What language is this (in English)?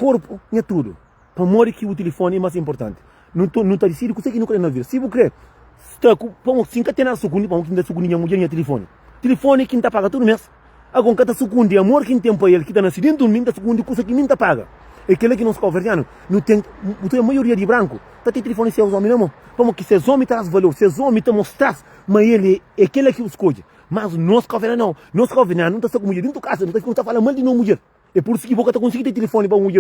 Kabuverdianu